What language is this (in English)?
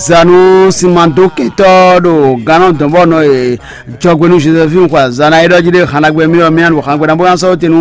Fon